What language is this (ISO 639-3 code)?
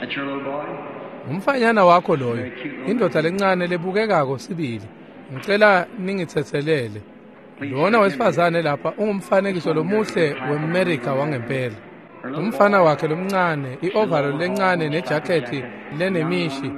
ssw